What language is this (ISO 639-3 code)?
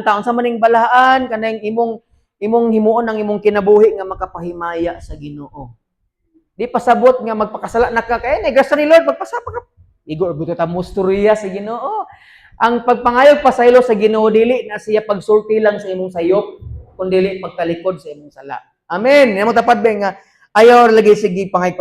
ceb